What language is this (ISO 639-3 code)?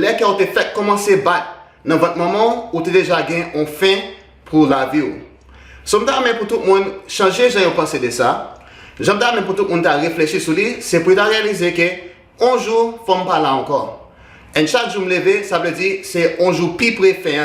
hat